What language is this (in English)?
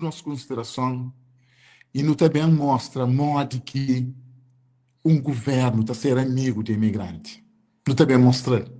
Kabuverdianu